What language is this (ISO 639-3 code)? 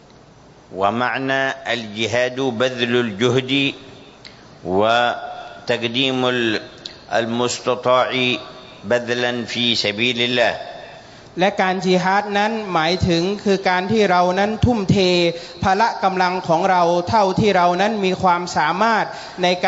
tha